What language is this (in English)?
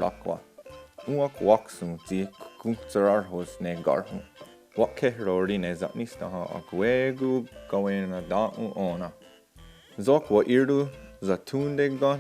Mohawk